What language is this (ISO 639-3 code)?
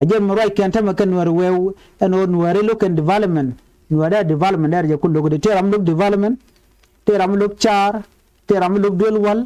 nus